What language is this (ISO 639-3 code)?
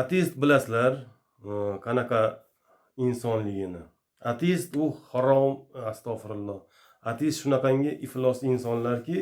uzb